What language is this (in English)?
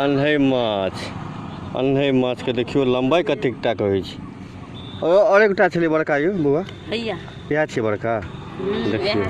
Maithili